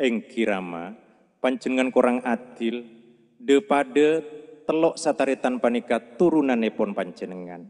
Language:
Madurese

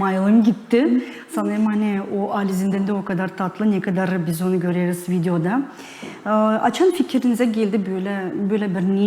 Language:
Gagauz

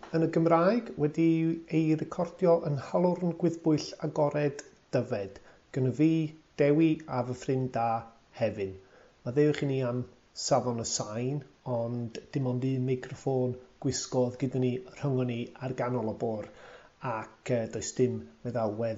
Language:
Welsh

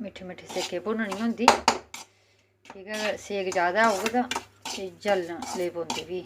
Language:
Dogri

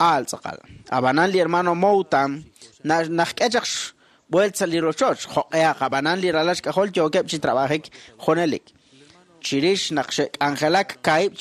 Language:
Kekchí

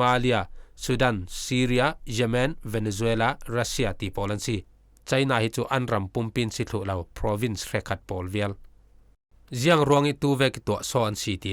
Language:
Falam Chin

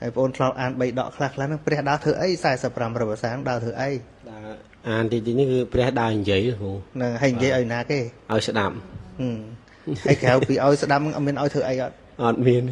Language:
Khmer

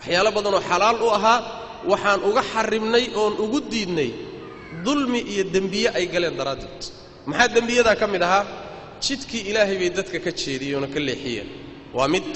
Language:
Somali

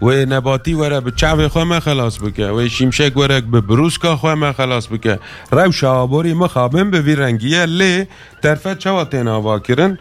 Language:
Kurdish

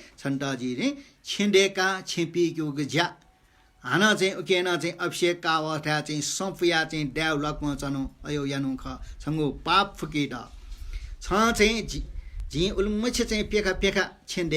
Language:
Newari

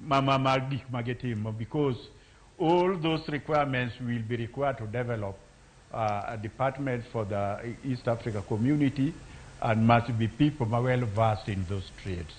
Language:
Luo (Kenya and Tanzania)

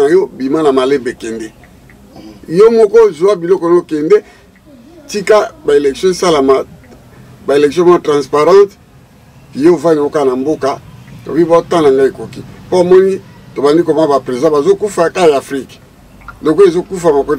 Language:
Lingala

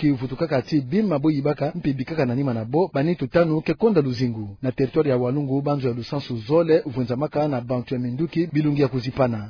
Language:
Kituba (Democratic Republic of Congo)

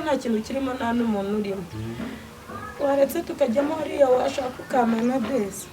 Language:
Kinyarwanda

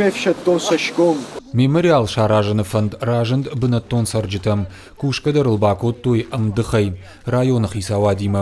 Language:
Ossetic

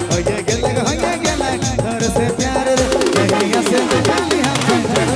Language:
Sadri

